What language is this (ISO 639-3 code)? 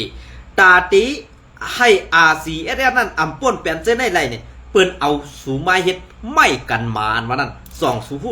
shn